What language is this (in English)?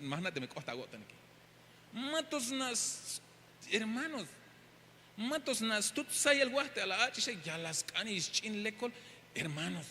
Tzeltal